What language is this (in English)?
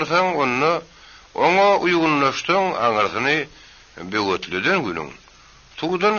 Turkmen